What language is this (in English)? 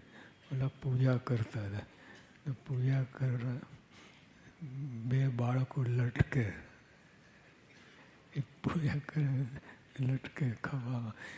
Gujarati